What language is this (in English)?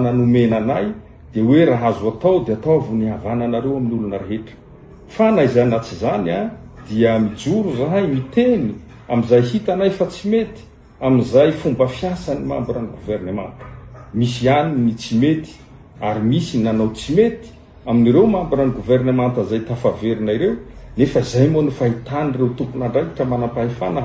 Malagasy